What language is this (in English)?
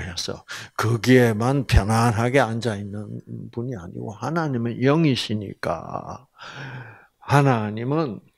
Korean